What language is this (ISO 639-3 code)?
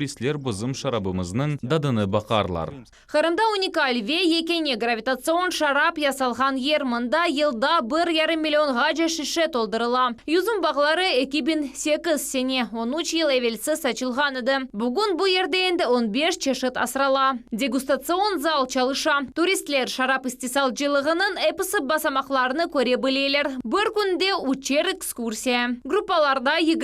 crh